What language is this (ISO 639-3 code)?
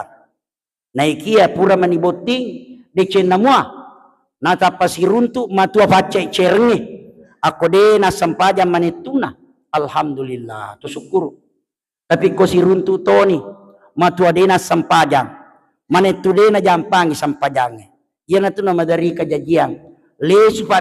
bug